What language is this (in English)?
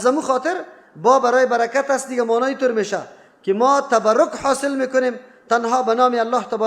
Persian